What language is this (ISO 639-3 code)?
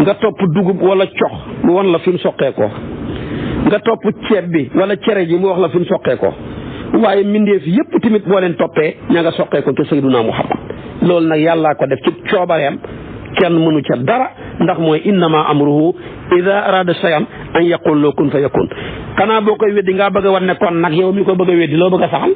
wol